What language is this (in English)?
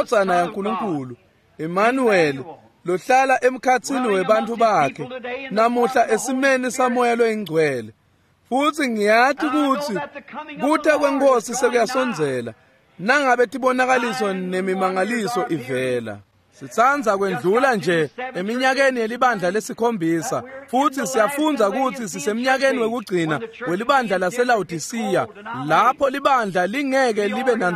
Swati